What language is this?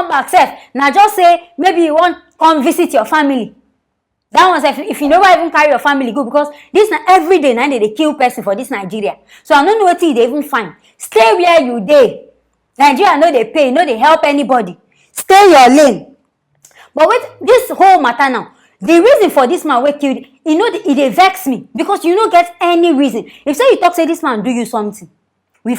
Nigerian Pidgin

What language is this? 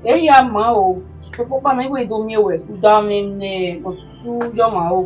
Bini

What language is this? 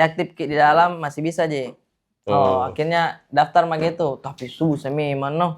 Makassar Malay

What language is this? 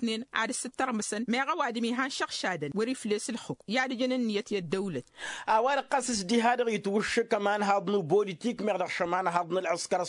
Tamasheq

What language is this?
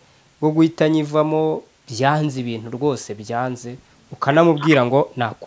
Kinyarwanda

